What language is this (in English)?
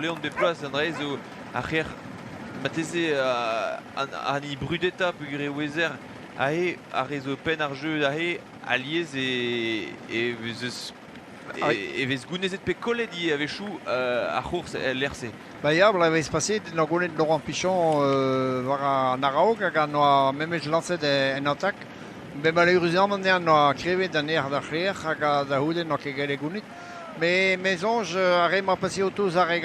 Breton